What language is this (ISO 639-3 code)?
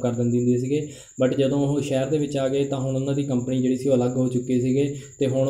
pan